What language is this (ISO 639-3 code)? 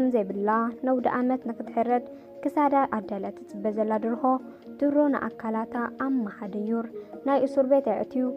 tir